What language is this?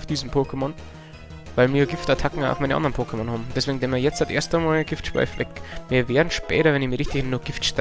Bavarian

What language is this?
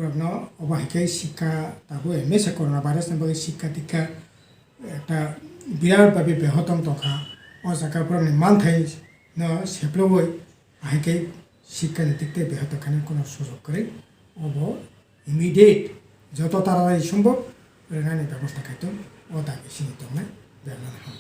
Kok Borok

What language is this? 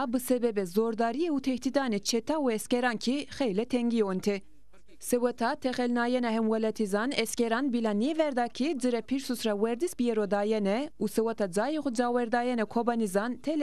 Zaza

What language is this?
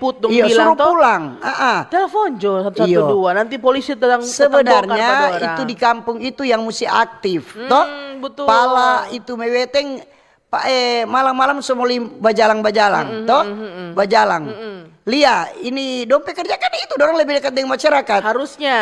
Manado Malay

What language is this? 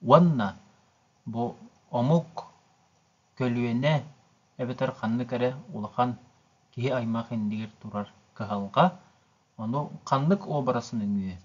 Yakut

